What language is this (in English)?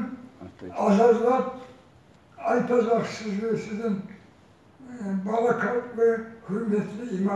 Kumyk